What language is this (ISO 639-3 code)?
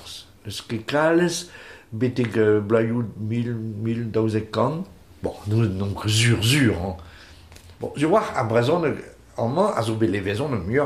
bre